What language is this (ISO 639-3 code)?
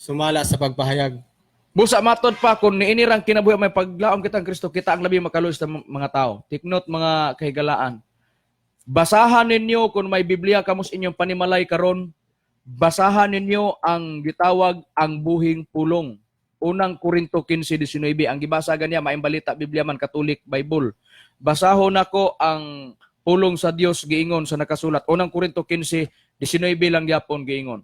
ceb